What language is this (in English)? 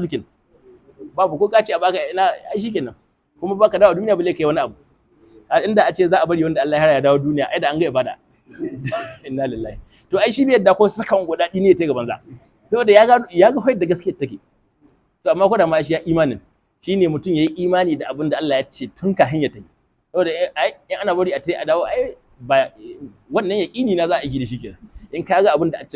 Hausa